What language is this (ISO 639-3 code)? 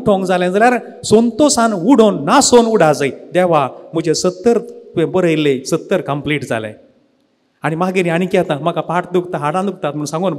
kok